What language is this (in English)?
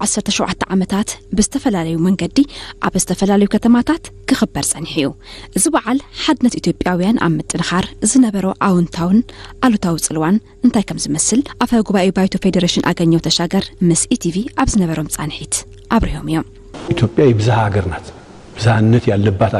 Tigrinya